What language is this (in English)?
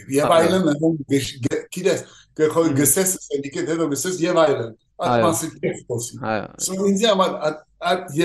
Western Armenian